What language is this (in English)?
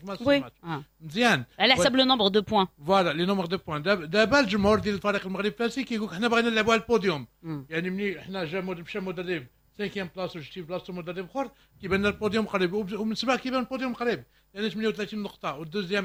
Moroccan Arabic